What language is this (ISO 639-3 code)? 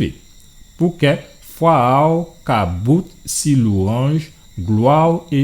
gcf